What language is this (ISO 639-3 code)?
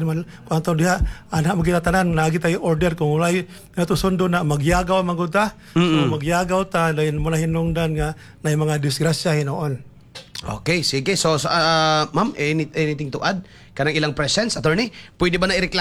ceb